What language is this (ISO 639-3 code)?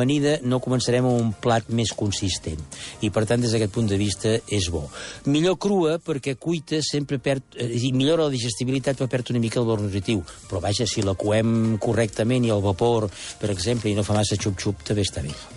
cat